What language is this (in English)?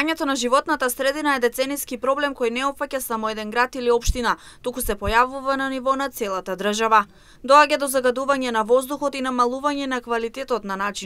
Macedonian